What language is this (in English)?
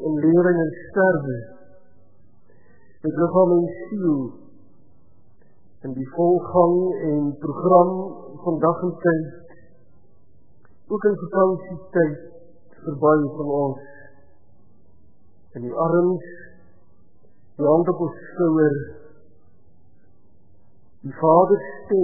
Afrikaans